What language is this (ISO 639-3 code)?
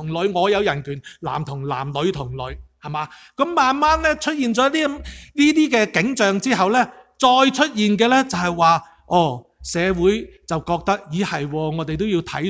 yue